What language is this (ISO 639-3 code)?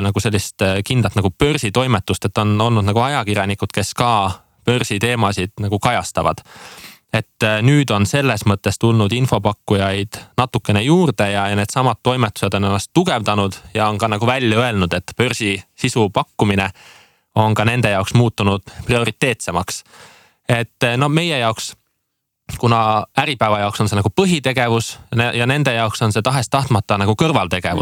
est